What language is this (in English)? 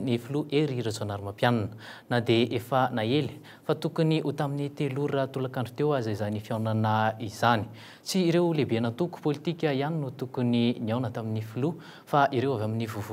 Malagasy